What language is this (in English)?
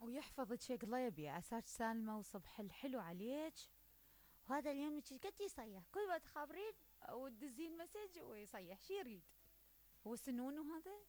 Mesopotamian Arabic